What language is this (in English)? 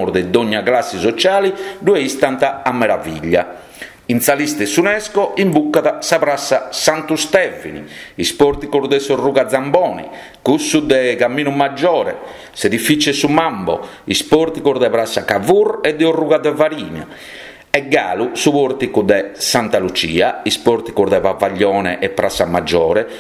Sardinian